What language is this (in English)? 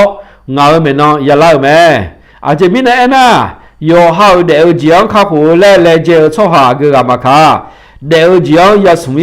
Akha